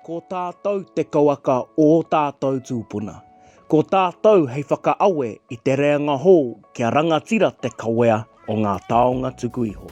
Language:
Māori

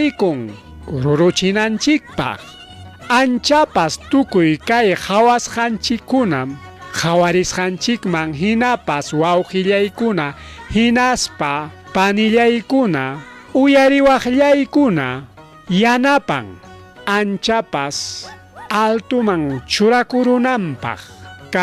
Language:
Ayacucho Quechua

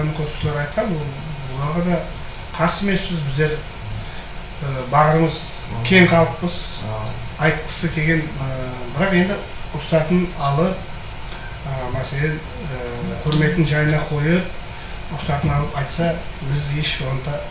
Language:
Kara-Kalpak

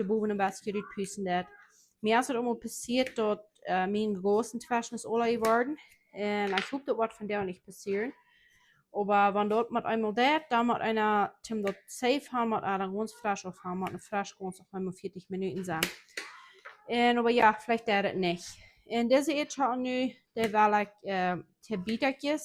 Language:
Plautdietsch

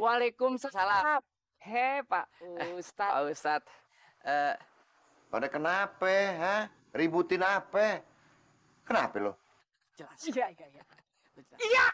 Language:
Betawi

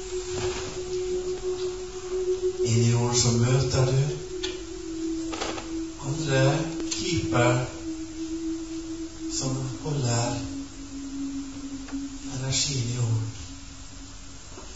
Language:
Norwegian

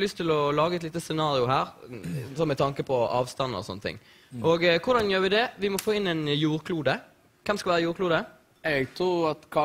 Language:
Norwegian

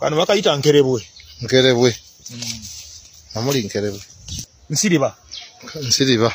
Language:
Ganda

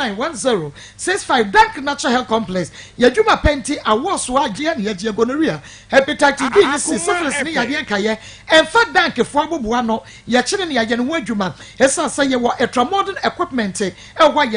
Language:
Akan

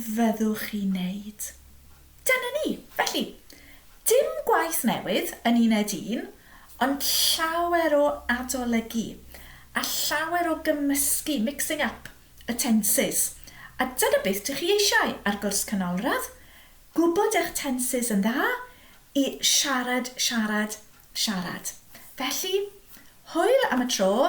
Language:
Welsh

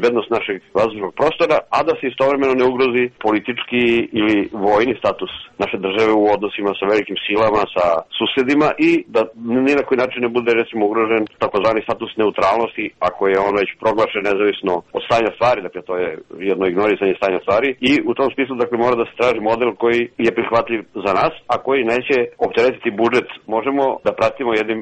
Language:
Serbian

